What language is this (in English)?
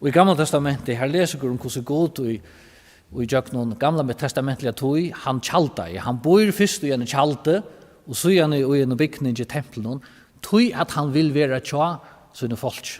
Faroese